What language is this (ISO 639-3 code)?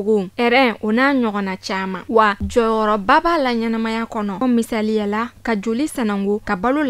bam